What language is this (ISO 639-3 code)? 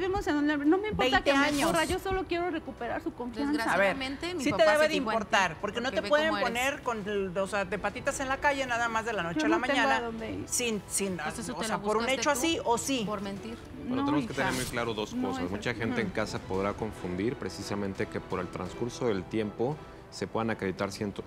spa